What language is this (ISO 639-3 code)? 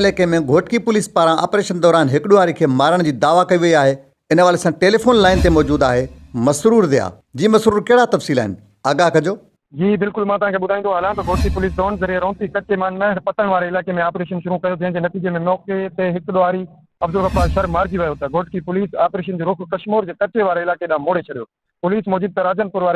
snd